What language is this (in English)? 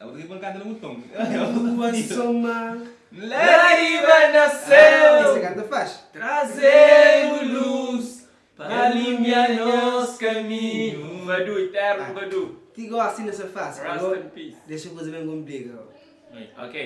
Kabuverdianu